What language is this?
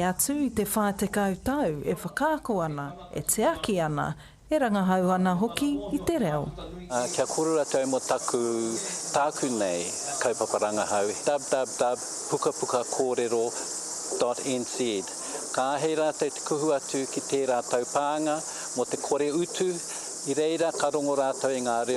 Māori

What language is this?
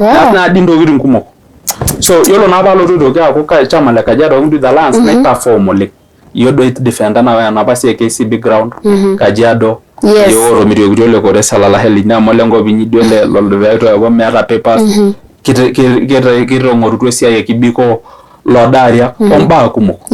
Masai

